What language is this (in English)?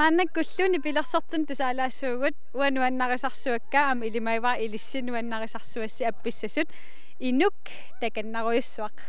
Kalaallisut